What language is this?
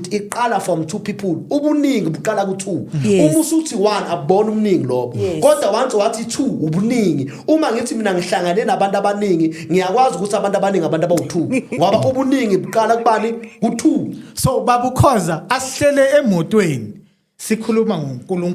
Zulu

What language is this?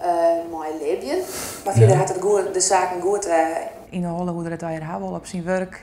Western Frisian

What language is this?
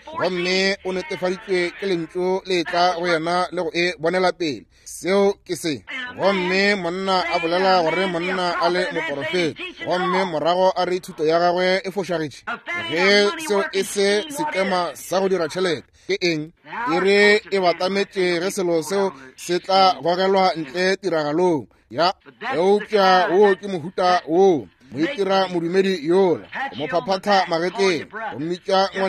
Northern Sotho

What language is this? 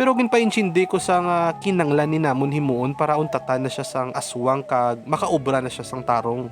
Hiligaynon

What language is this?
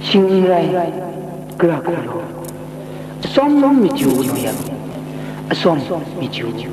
Kachin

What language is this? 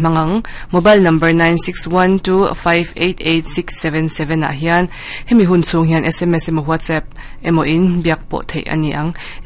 Mizo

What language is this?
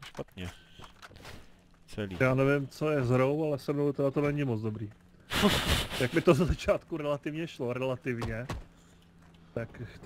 Czech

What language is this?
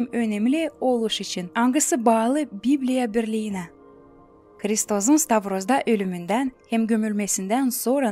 Gagauz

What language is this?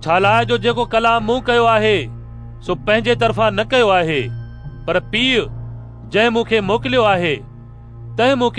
Sindhi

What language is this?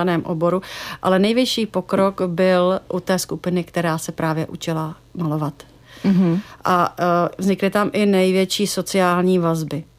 Czech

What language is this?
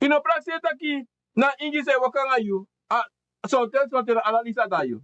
Sranan Tongo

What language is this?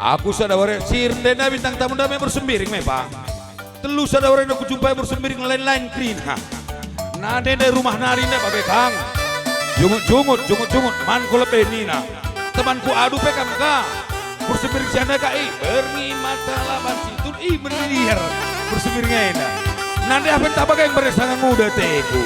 Batak Karo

